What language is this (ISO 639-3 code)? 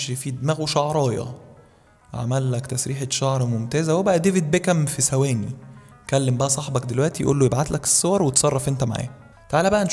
arz